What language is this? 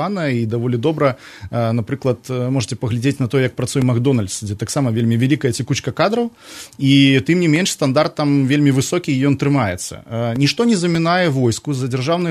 Belarusian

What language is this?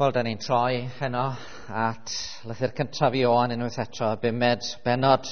Welsh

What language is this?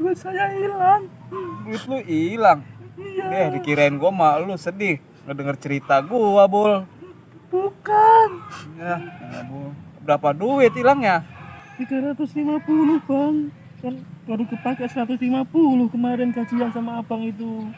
Betawi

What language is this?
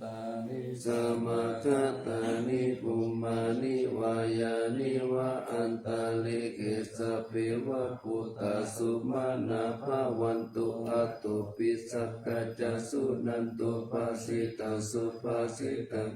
Pali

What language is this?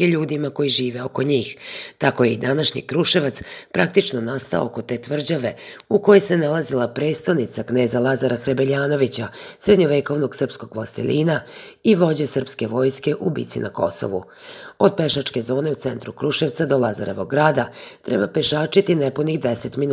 Serbian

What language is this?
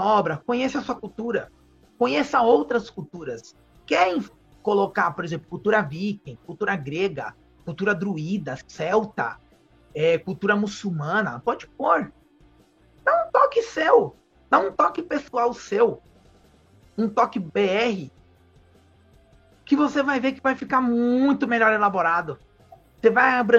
Portuguese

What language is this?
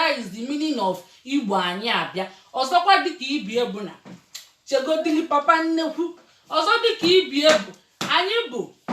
Igbo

